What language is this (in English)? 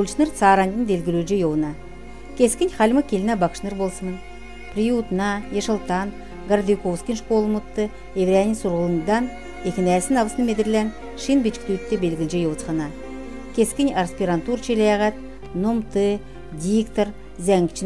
Kalmyk